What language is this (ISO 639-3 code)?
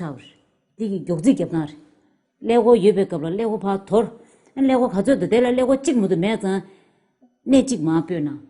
bod